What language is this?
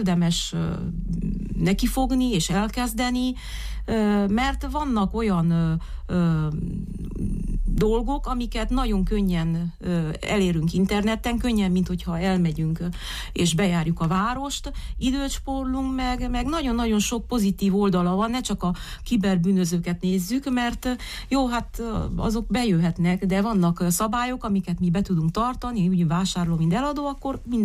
Hungarian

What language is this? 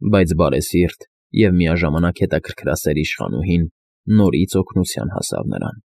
Armenian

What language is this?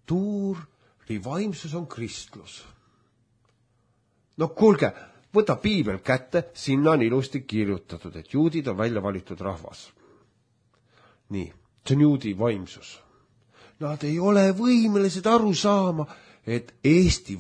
Estonian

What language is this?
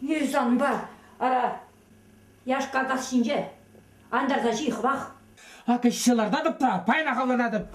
Chuvash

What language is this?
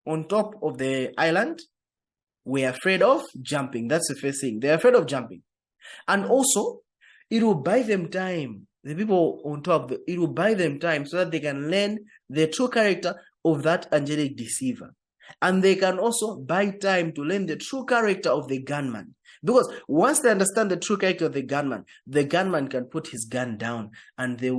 English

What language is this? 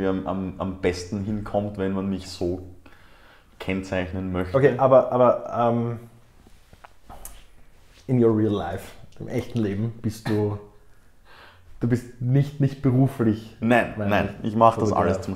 German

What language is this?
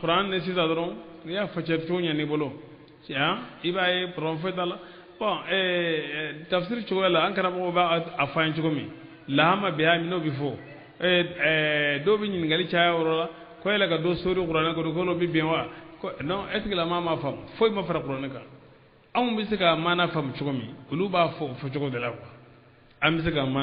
Bambara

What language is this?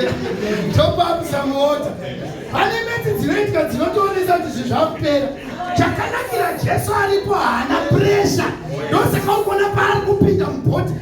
Shona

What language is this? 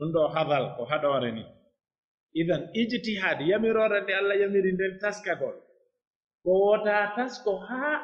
Pular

